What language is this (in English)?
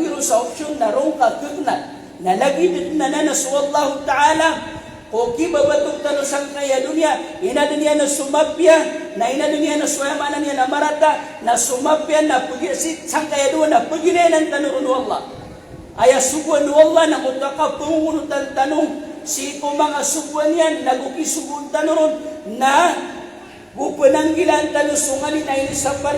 Maranao